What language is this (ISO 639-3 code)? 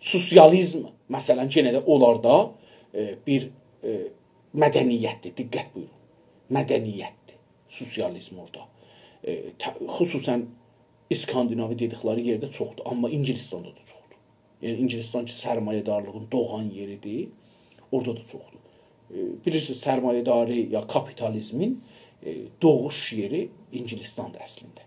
azb